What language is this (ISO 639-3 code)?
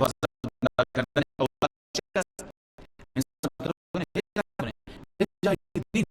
fas